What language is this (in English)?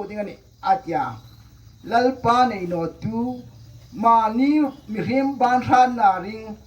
Hmar